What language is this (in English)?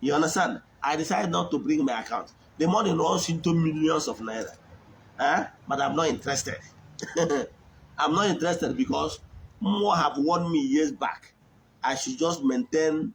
Igbo